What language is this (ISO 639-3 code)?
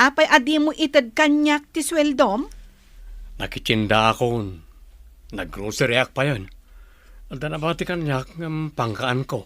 ilo